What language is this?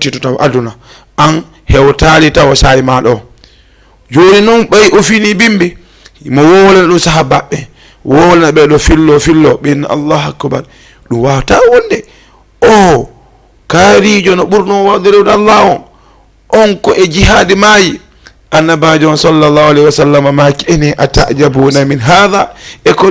Fula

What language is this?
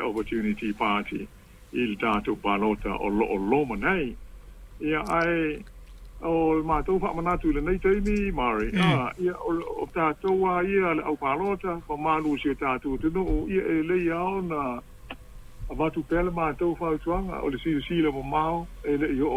Samoan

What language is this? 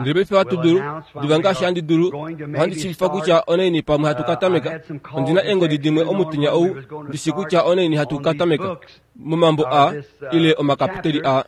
Kuanyama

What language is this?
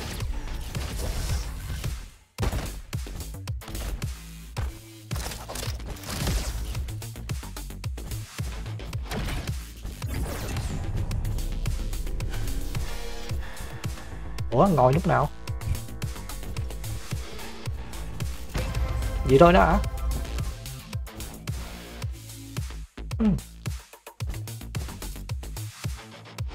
Vietnamese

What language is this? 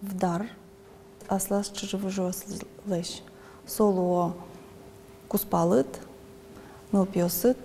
Udmurt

